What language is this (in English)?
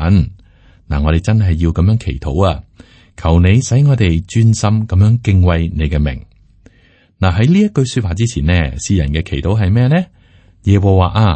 Cantonese